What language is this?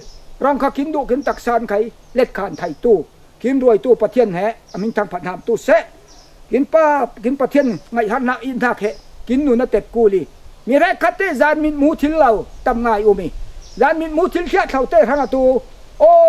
Falam Chin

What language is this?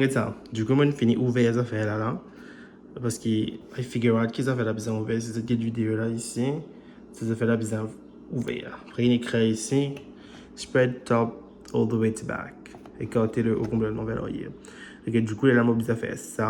Morisyen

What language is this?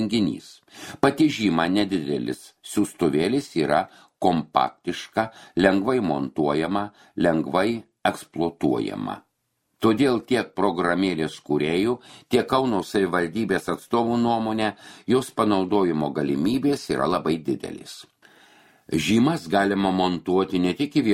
Lithuanian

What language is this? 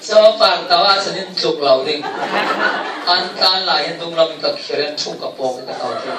Falam Chin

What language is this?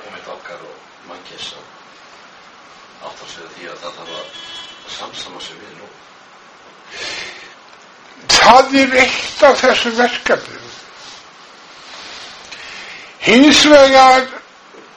Icelandic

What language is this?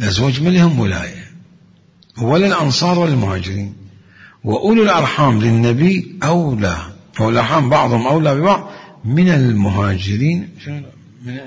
Mesopotamian Arabic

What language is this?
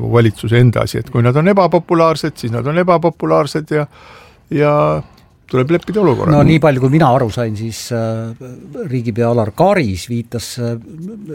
Estonian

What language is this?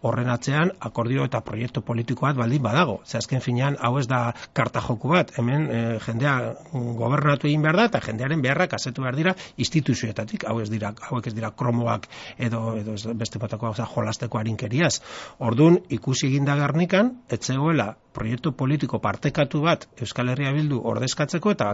Basque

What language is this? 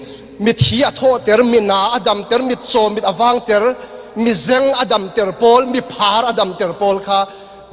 Falam Chin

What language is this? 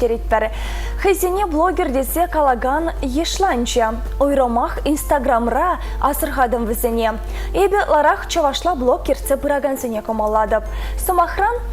Chuvash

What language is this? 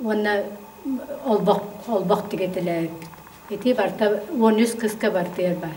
Yakut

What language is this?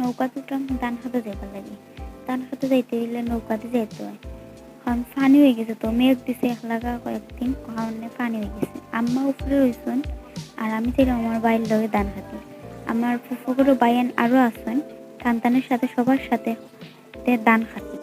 Sylheti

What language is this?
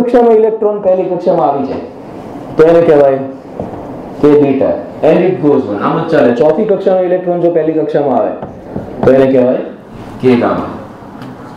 Gujarati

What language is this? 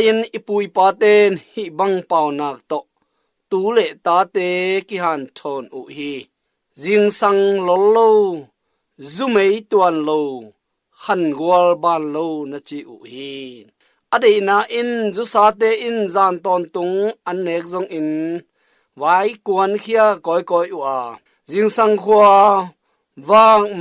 Tedim Chin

